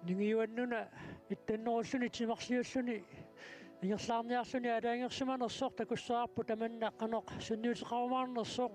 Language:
Kalaallisut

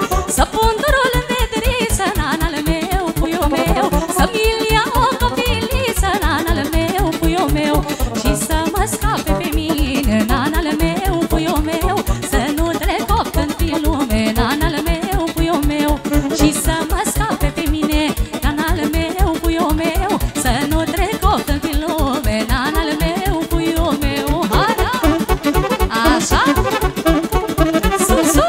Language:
Romanian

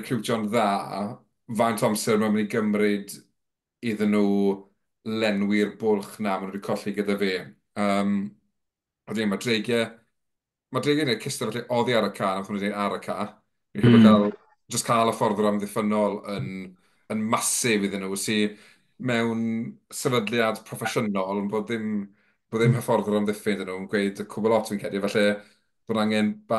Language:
Welsh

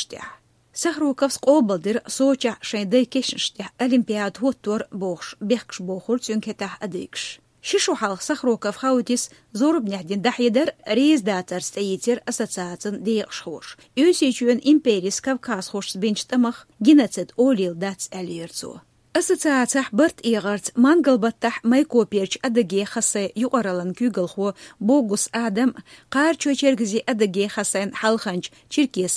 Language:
Chechen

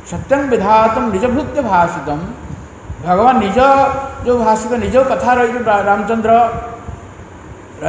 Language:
Odia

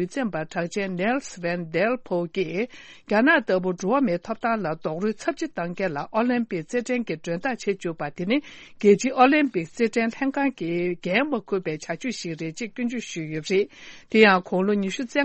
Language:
Tibetan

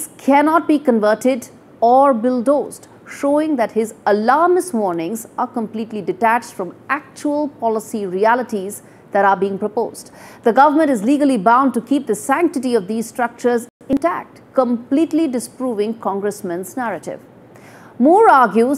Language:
English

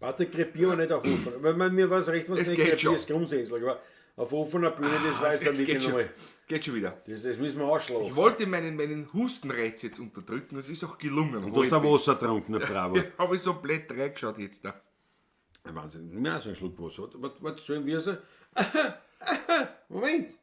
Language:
Bavarian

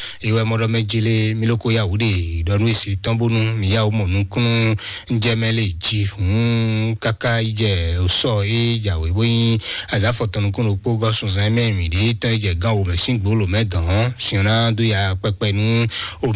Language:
Fon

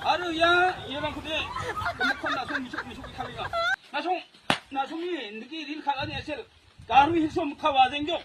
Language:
Garo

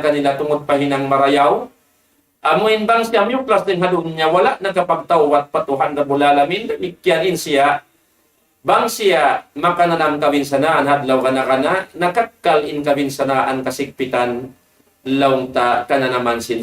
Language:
Tausug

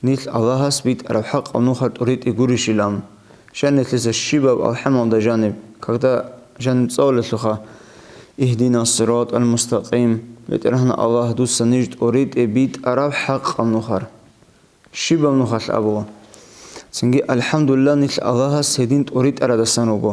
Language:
Avaric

